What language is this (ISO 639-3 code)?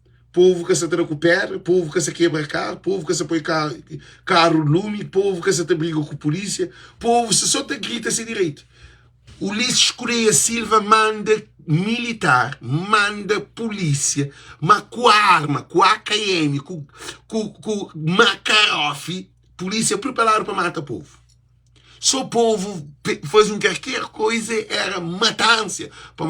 kea